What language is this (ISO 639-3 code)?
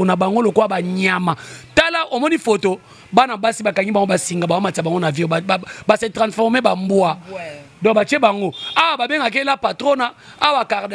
lin